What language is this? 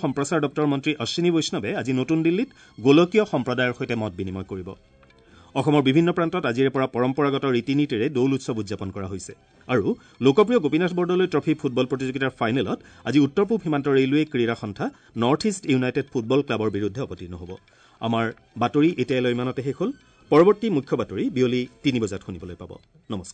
Assamese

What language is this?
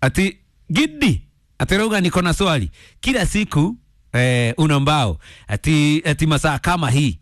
Kikuyu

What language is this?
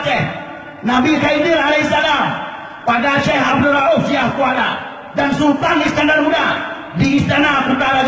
Achinese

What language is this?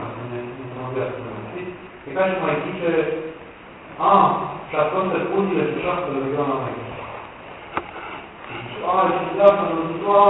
Romanian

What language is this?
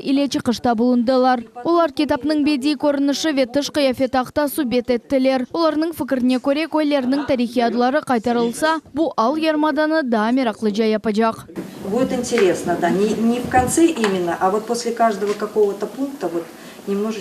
Crimean Tatar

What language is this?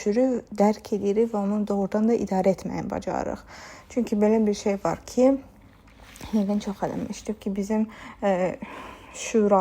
Azerbaijani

